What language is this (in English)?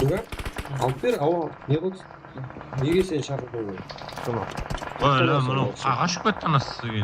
Kara-Kalpak